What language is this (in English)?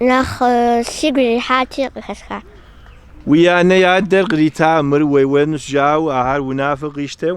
Kabardian